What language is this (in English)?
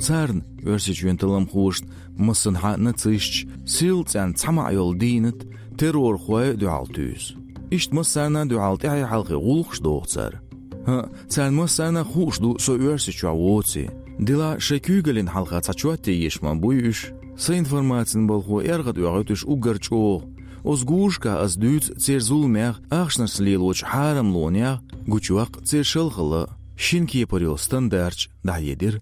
Chechen